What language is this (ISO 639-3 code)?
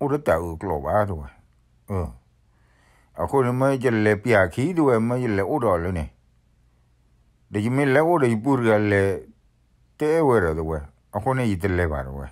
ksw